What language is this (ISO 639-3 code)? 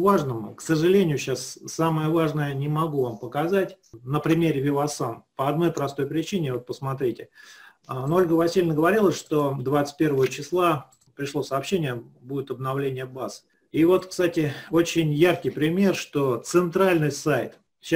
rus